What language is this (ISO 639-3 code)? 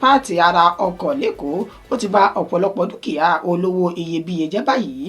yor